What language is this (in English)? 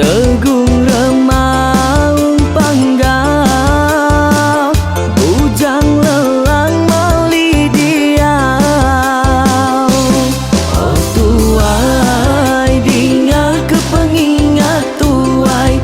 Iban